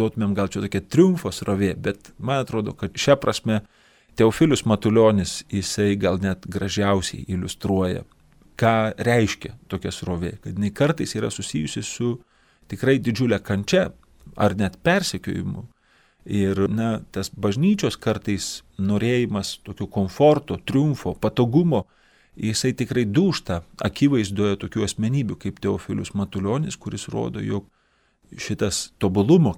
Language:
Lithuanian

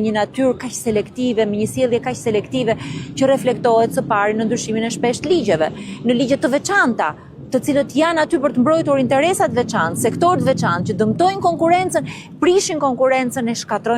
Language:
Albanian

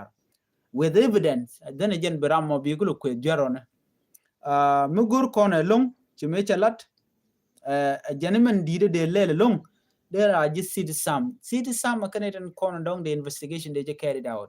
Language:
Nuer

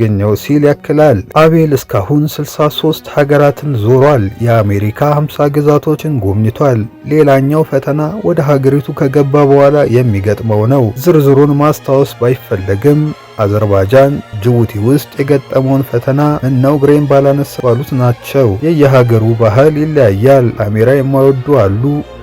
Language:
Amharic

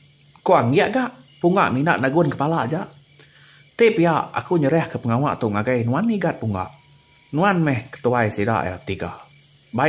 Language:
Iban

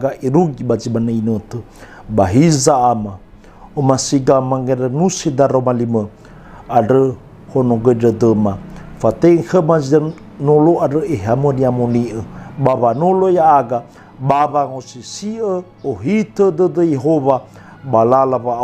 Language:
Nias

